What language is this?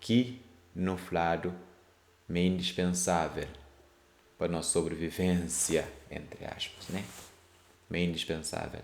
Kabuverdianu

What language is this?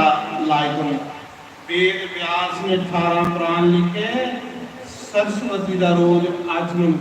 Dogri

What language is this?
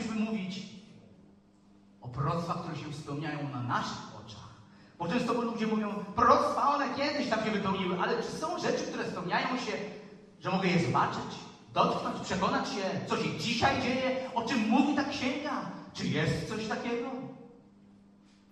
Polish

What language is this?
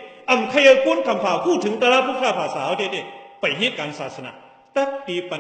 Shan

